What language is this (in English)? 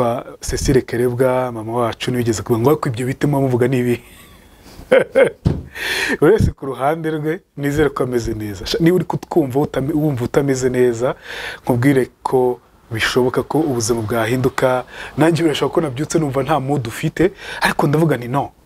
Kinyarwanda